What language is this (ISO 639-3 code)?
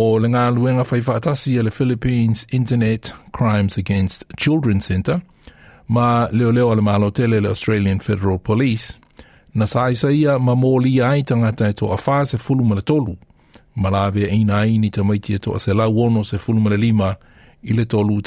smo